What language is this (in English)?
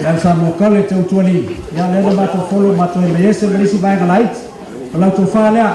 Samoan